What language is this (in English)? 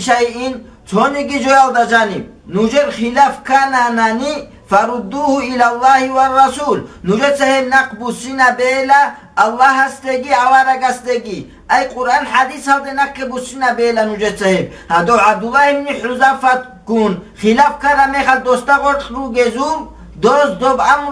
Avaric